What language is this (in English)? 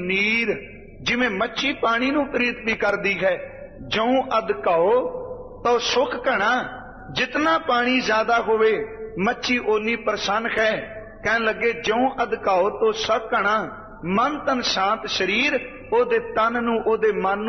Punjabi